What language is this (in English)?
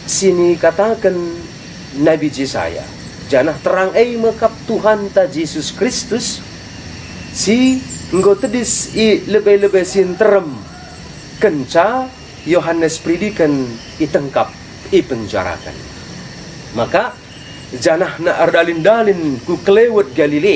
Batak Karo